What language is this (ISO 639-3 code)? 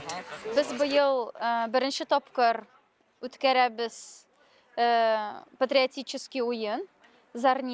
tat